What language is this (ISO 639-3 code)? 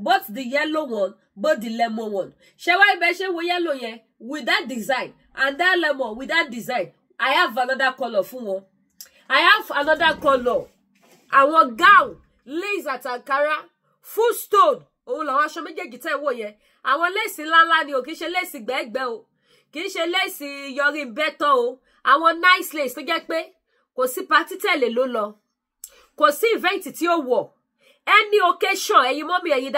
yor